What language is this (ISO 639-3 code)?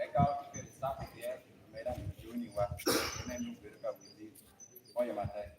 laj